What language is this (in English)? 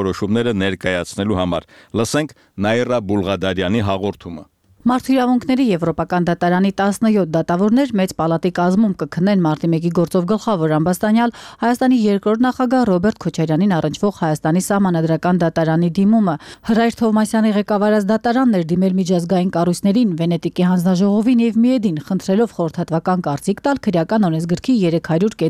Armenian